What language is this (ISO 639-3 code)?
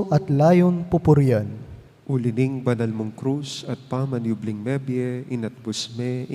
pam